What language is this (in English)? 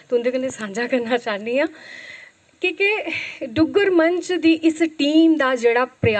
Dogri